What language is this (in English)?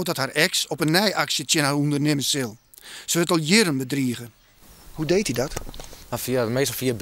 Western Frisian